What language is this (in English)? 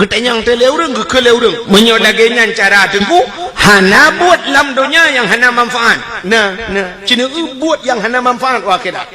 Achinese